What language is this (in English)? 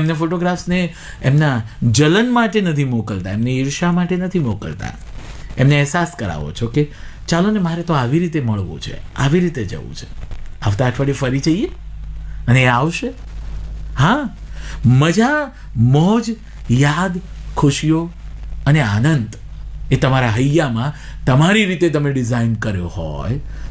Gujarati